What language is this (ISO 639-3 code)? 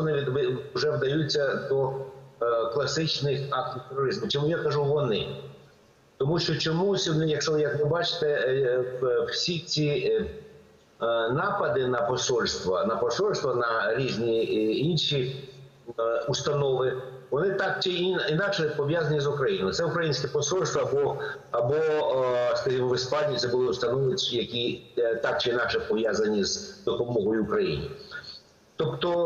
ukr